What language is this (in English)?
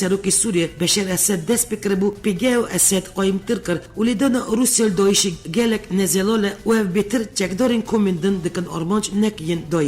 Kurdish